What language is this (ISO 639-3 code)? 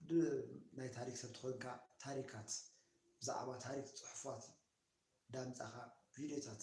tir